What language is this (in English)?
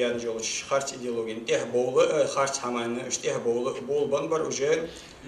Ingush